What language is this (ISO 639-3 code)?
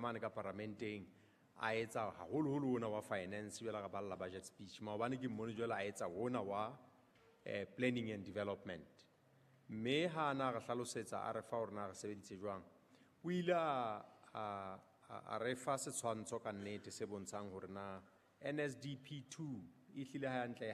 sot